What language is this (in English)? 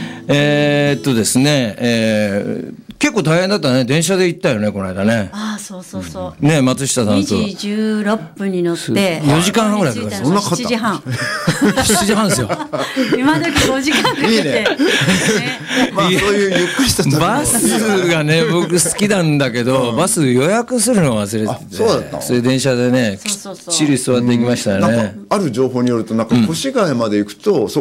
Japanese